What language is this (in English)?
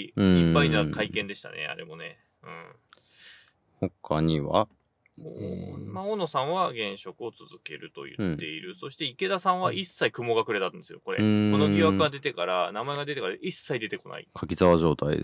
Japanese